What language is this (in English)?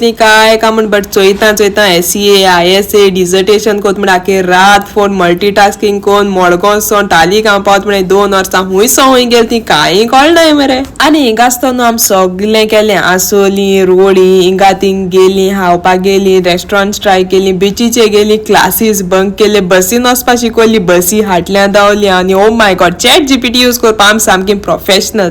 Konkani